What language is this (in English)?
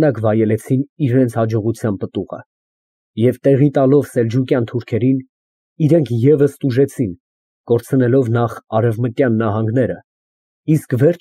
Armenian